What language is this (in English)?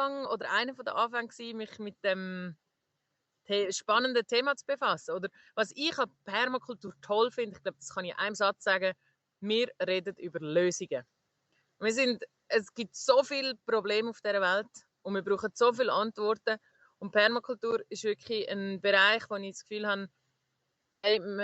Swiss German